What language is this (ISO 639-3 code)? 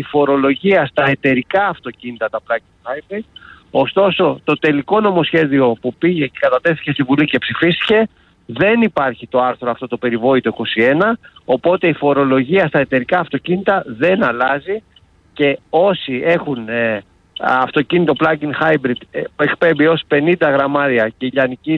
ell